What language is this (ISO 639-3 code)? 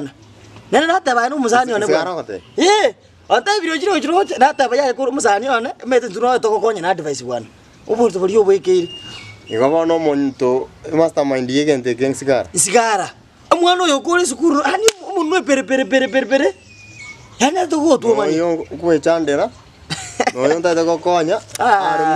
guz